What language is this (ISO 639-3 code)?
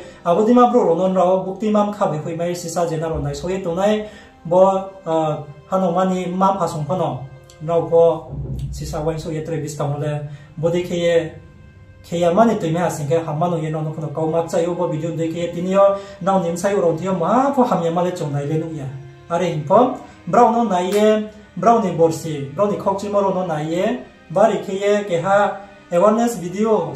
ria